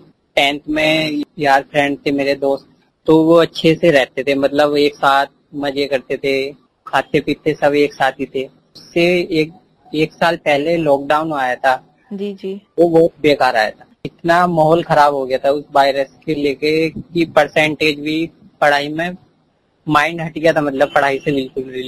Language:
Hindi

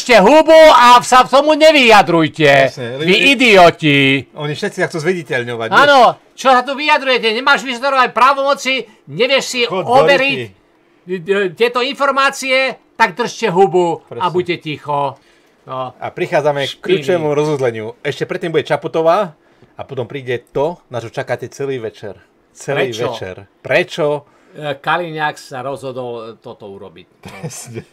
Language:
Slovak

